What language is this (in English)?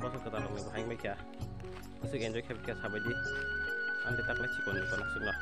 Kok Borok